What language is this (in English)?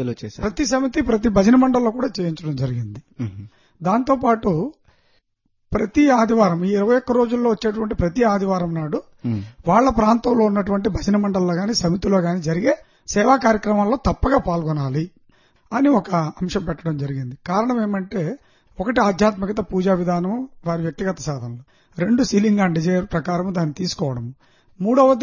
Telugu